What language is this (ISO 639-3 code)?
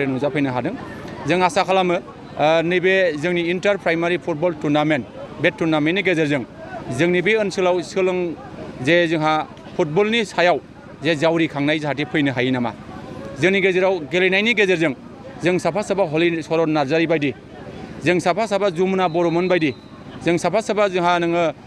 brx